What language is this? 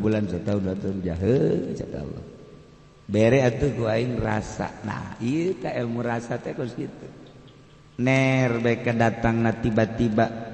Sundanese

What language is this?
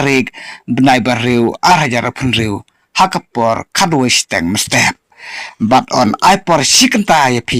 Khasi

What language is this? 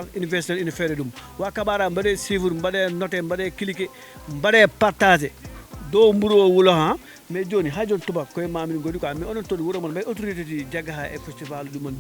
Fula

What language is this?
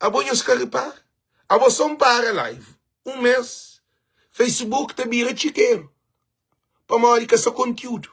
Kabuverdianu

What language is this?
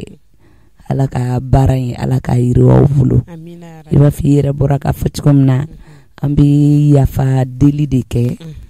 Bambara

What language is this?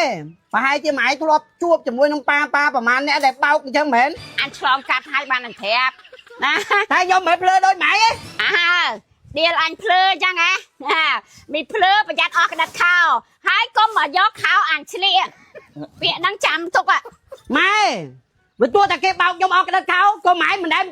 Khmer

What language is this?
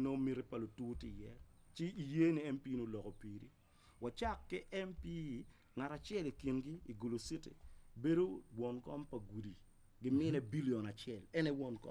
Acoli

